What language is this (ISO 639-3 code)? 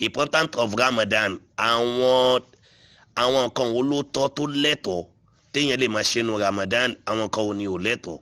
yor